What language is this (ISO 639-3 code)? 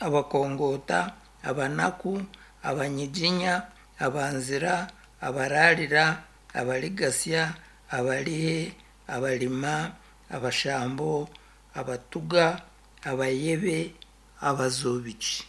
nyn